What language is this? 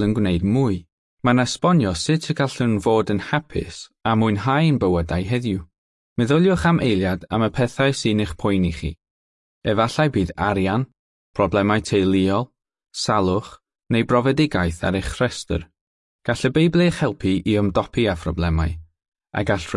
Welsh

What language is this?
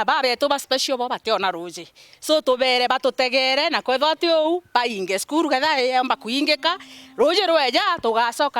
Meru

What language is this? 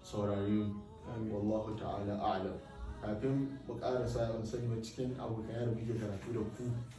Hausa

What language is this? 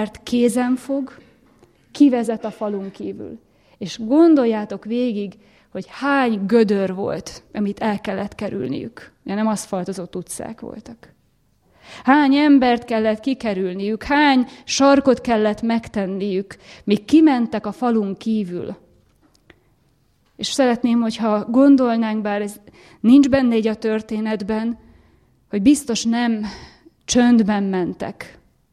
Hungarian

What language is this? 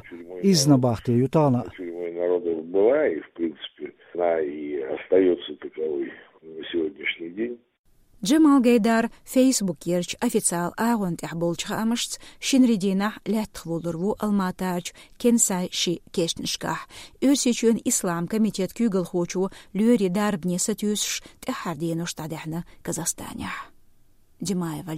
Chechen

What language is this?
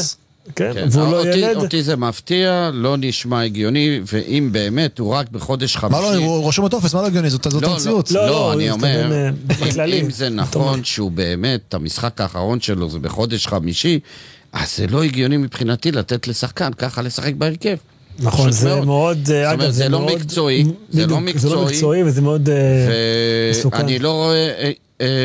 Hebrew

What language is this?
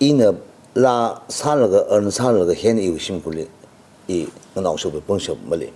Tangkhul Naga (India)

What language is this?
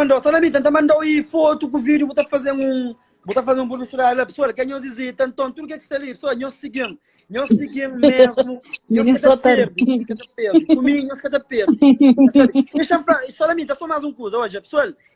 Kabuverdianu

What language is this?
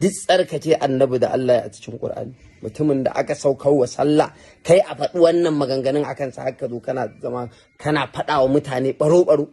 Hausa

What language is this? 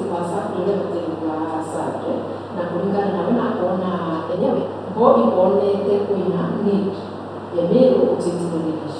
Meru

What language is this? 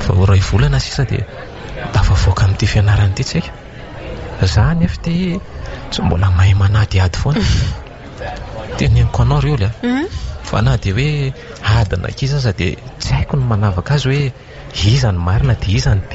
Malagasy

